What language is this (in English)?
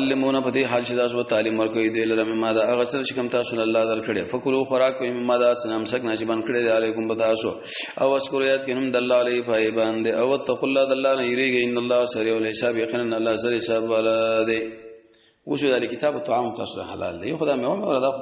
Pashto